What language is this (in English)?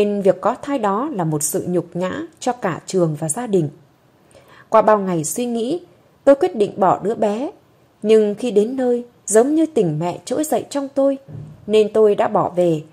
Vietnamese